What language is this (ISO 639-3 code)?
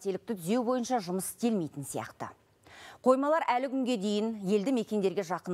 kaz